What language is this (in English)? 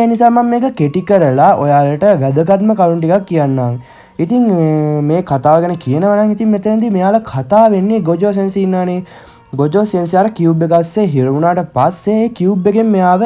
Sinhala